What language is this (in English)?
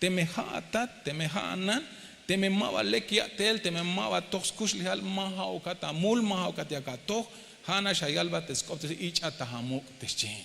Tzeltal